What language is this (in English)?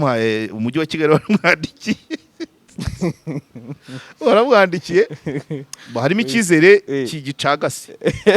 Kinyarwanda